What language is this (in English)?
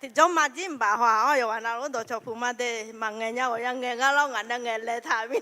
Akha